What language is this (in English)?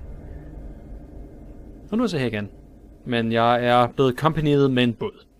Danish